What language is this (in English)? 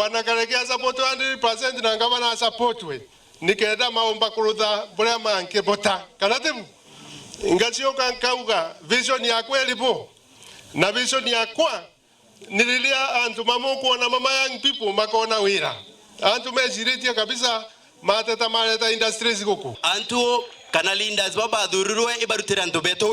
Meru